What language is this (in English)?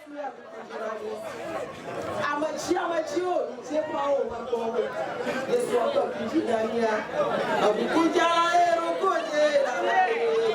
Ewe